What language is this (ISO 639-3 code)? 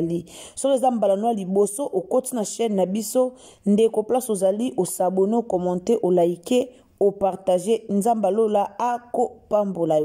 lin